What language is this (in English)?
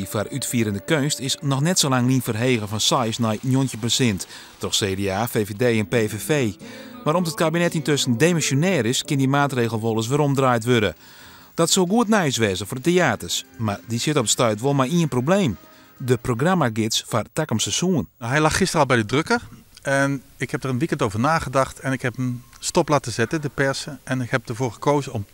Western Frisian